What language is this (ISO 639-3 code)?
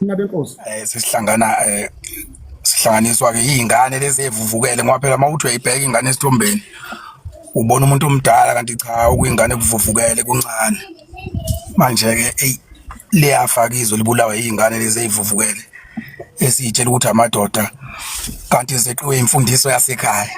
zul